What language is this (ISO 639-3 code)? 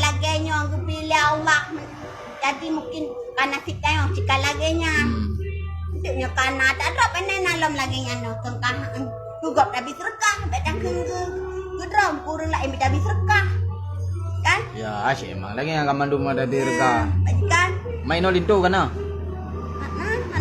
ace